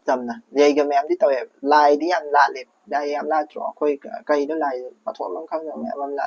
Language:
Manipuri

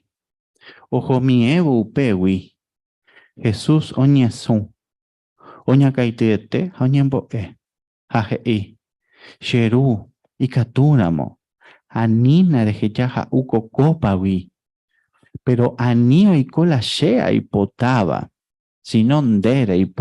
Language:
Guarani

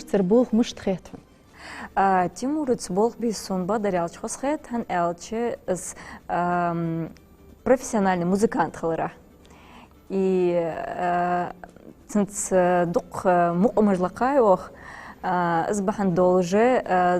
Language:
Ingush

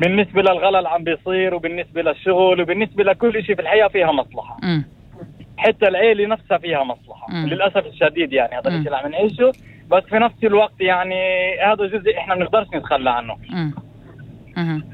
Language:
North Levantine Arabic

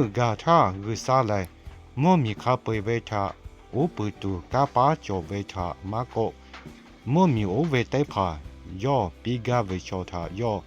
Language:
Lahu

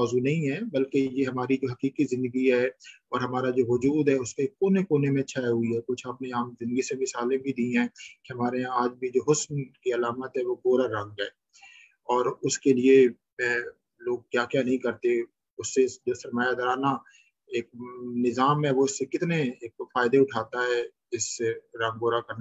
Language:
Urdu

